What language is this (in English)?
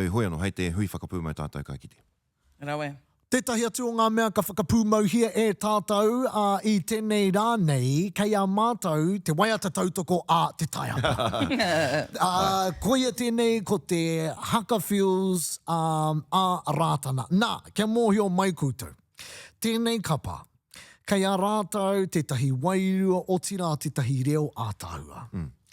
Māori